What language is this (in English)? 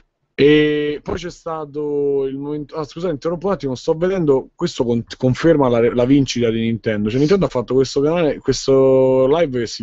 Italian